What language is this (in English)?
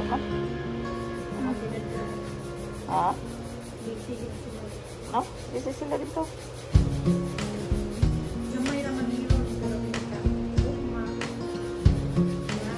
Filipino